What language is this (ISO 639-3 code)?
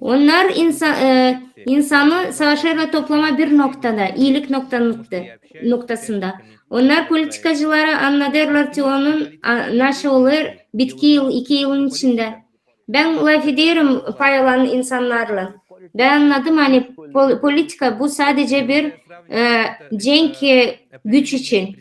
gag